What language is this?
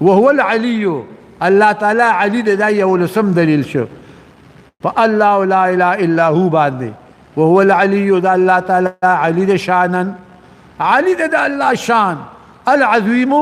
Pashto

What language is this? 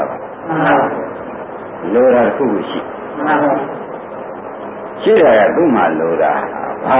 Burmese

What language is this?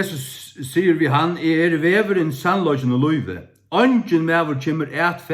Faroese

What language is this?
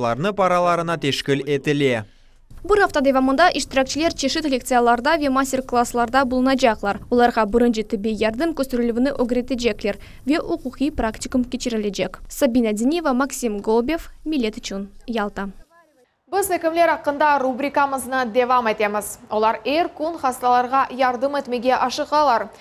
Crimean Tatar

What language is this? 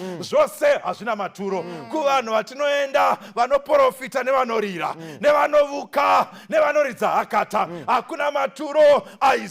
Shona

